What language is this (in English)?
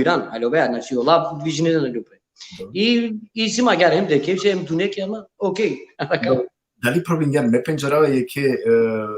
Balkan Romani